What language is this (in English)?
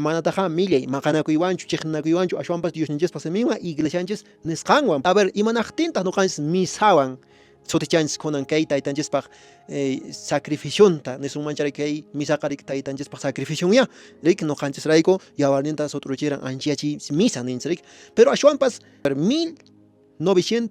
Quechua